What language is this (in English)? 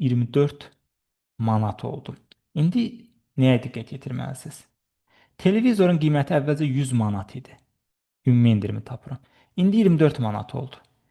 Azerbaijani